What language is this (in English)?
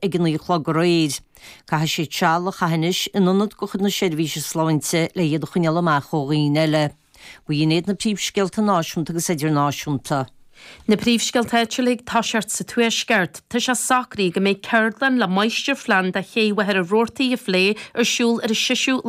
Irish